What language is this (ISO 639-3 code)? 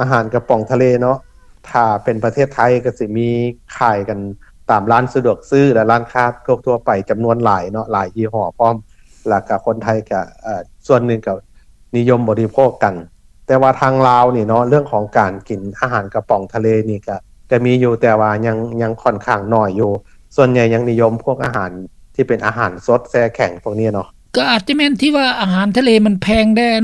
lao